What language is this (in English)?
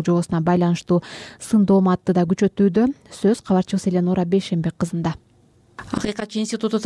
Kyrgyz